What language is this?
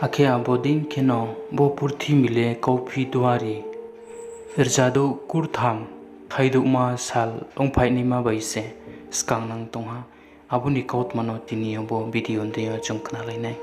Riang (India)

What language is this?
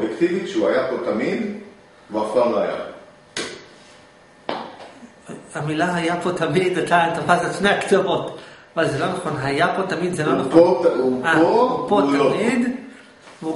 Hebrew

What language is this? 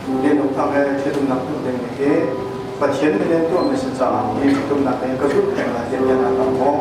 Hakha Chin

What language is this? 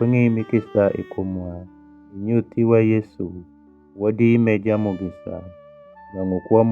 Alur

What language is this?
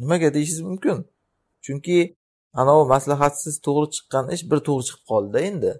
Uzbek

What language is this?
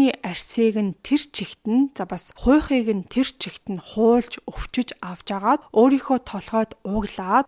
Mongolian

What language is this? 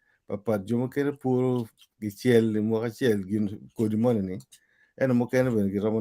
Acoli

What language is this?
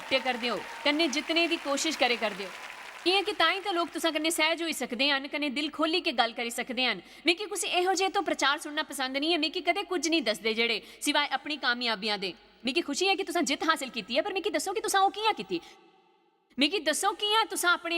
Dogri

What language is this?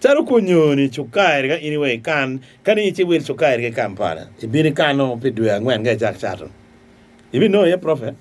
Acoli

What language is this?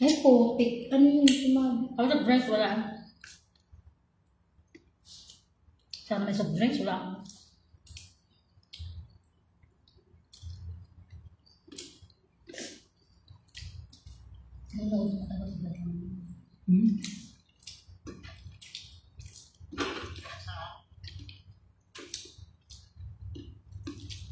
Filipino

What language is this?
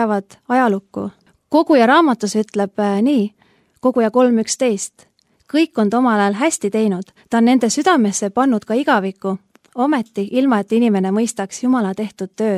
Estonian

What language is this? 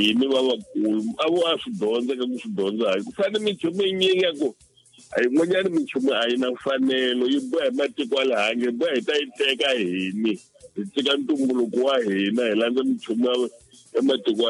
Tsonga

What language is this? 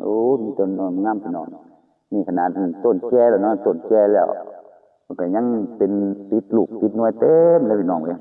Northeastern Thai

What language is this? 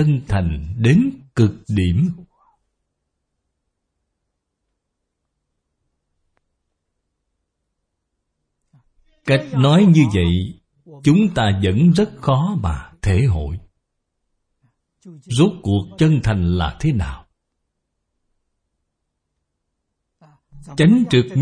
Vietnamese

